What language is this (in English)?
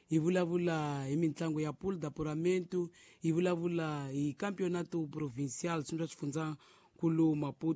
Tsonga